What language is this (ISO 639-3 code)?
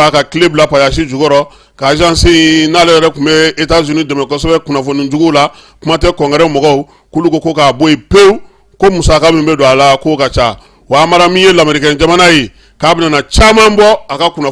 bam